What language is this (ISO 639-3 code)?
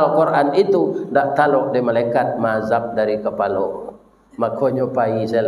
min